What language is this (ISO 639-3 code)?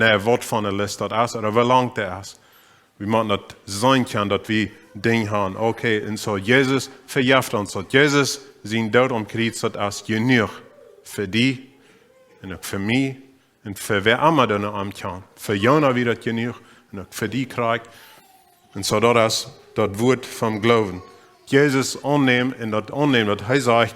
pdt